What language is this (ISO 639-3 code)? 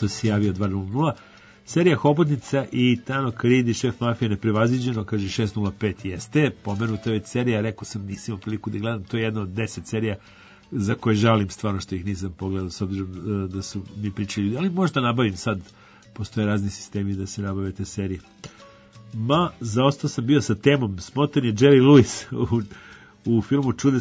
srp